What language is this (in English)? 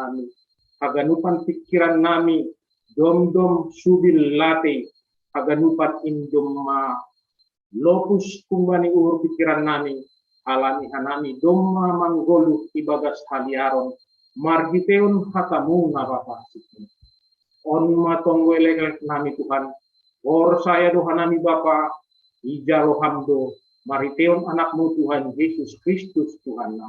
Batak Simalungun